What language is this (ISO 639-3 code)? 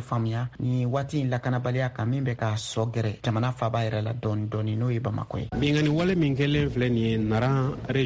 bam